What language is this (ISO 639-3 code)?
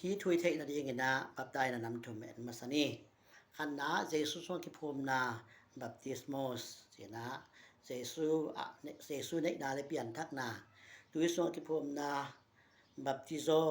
ctd